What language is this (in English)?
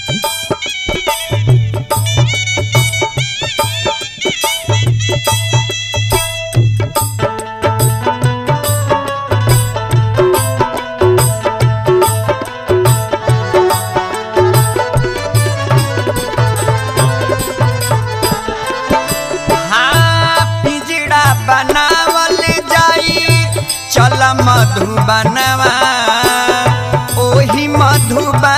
Bhojpuri